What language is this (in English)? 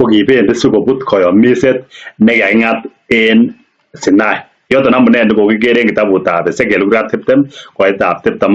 Kalenjin